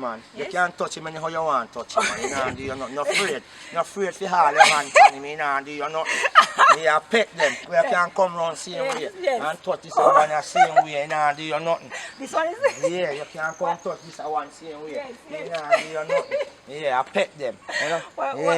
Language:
Jamaican Creole English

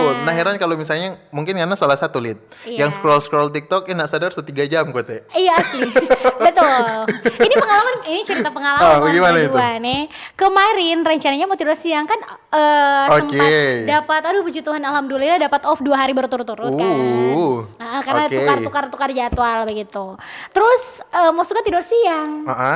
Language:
Manado Malay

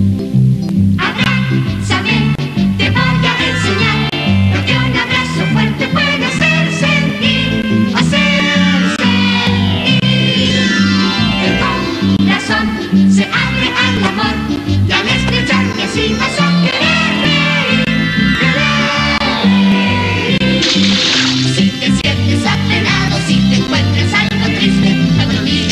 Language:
Spanish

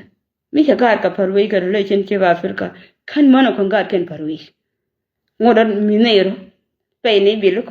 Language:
Nuer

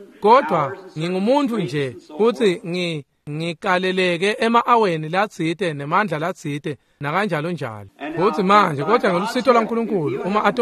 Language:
Swati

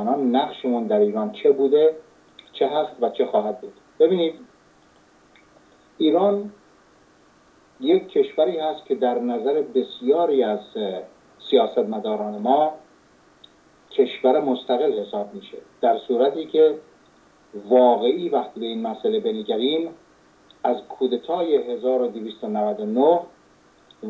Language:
Persian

